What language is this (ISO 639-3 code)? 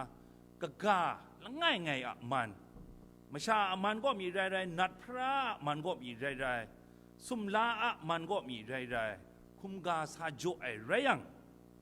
kac